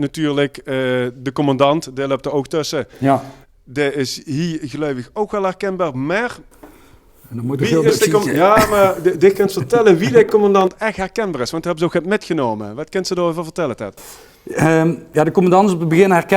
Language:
Limburgish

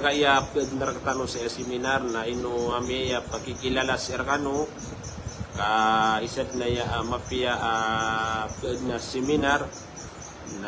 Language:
Maranao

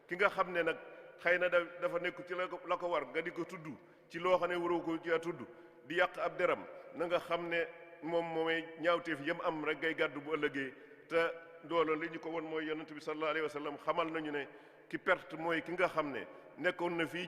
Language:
Wolof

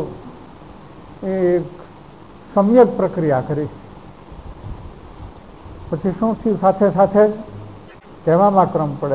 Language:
Gujarati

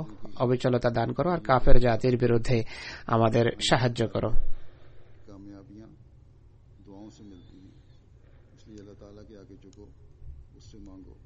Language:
Bangla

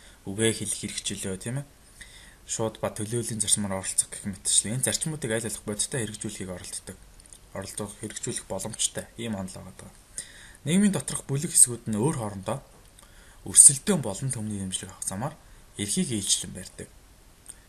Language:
Mongolian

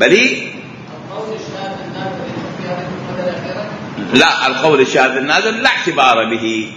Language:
Mesopotamian Arabic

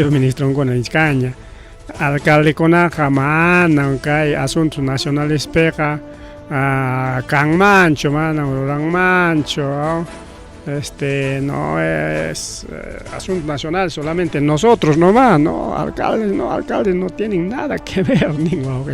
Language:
Ayacucho Quechua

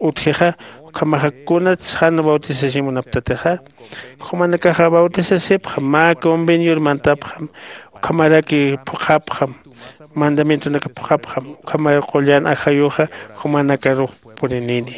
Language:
Aymara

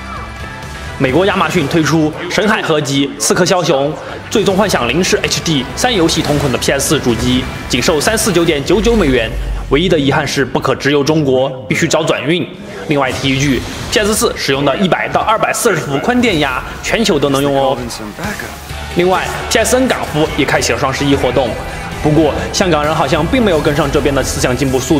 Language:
Chinese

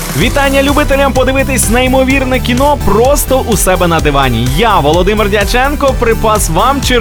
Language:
Ukrainian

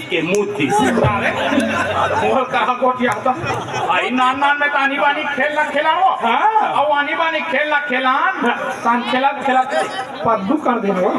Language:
Chhattisgarhi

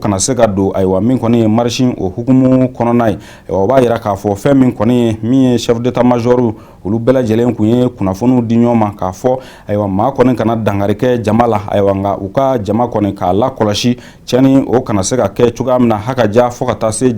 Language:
Bambara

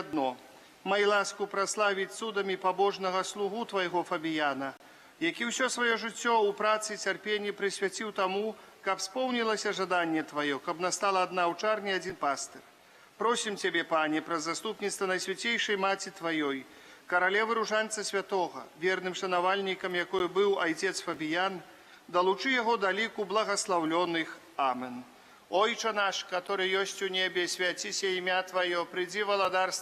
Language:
Belarusian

